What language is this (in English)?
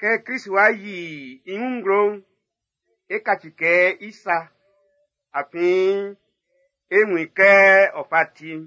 Baoulé